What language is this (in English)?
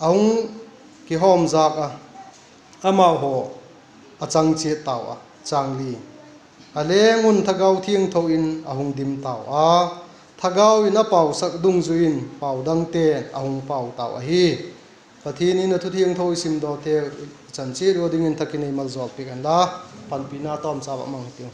Vaiphei